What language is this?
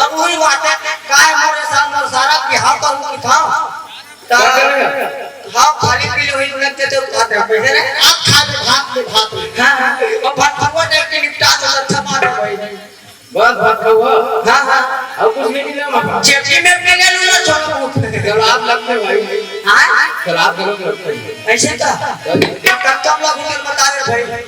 Chhattisgarhi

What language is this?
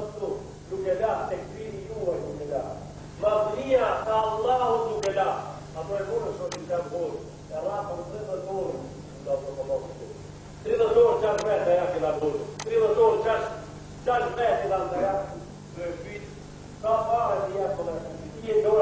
Bosnian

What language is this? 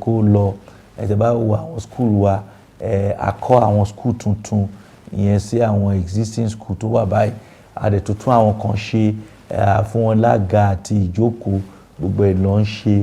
Yoruba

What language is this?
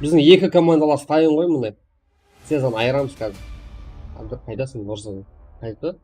Kara-Kalpak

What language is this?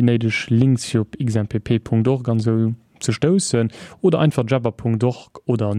Luxembourgish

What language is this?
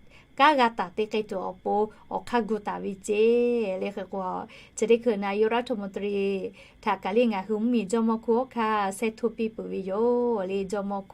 Lahu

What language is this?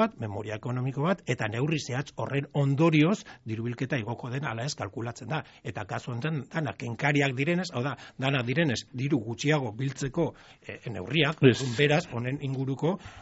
Basque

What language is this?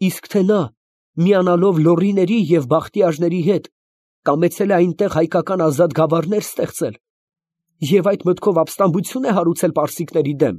Armenian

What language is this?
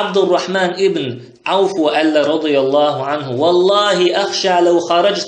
Chechen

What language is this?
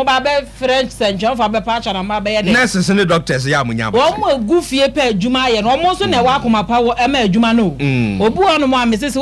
Akan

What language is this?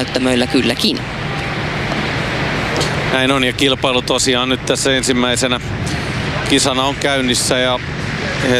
Finnish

